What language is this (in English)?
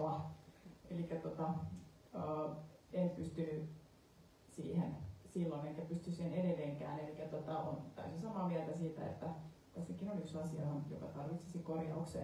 Finnish